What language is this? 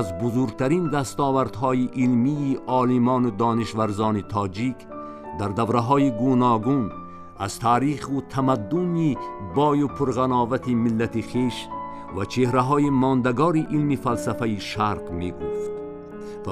Tajik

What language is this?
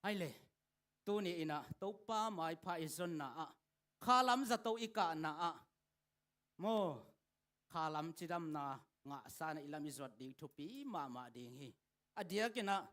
Tedim Chin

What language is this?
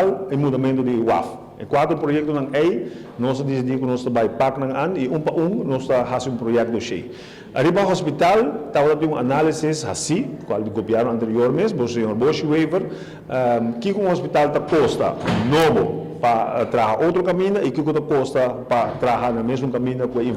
Papiamento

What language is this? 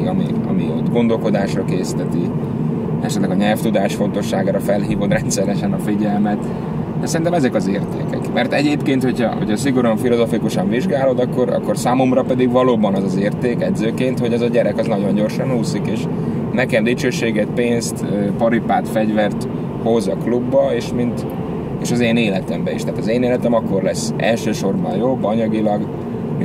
Hungarian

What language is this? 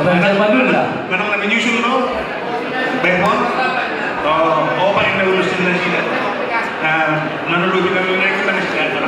Batak Toba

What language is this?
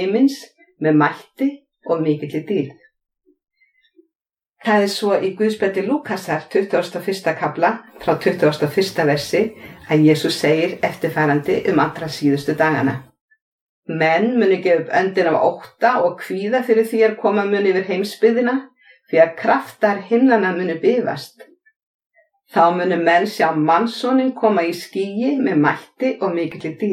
Icelandic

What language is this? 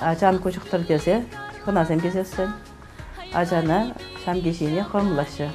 Chuvash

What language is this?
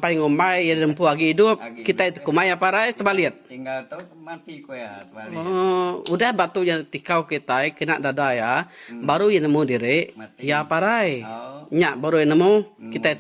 Iban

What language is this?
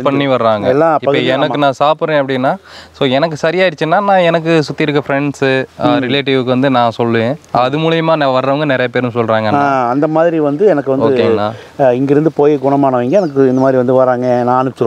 Tamil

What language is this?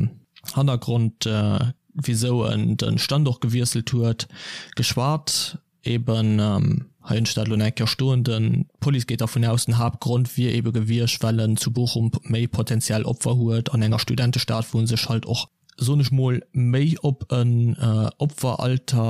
Luxembourgish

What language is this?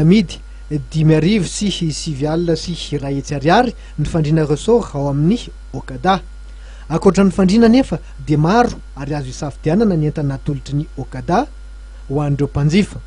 Malagasy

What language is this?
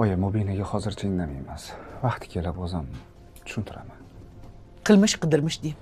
Uzbek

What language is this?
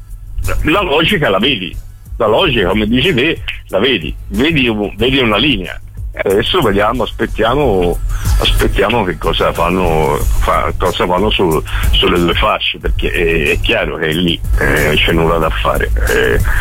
Italian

